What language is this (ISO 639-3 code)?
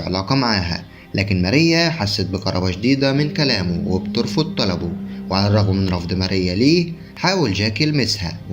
arz